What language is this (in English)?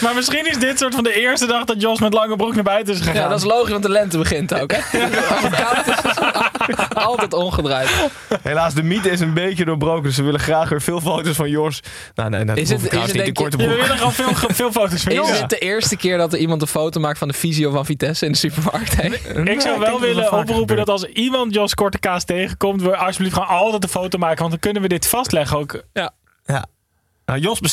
Dutch